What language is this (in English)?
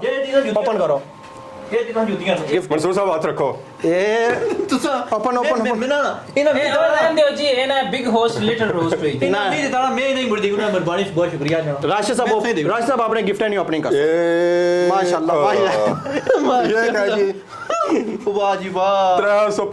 Pahari-Potwari